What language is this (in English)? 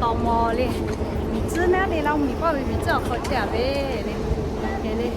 Lahu